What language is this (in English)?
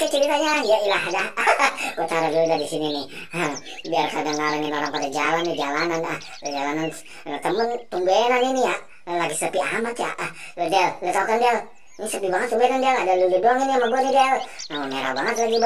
Betawi